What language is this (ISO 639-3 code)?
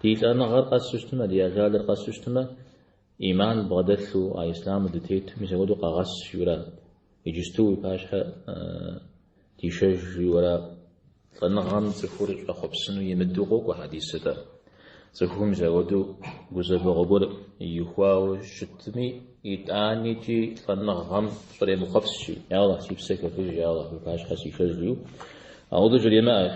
kbd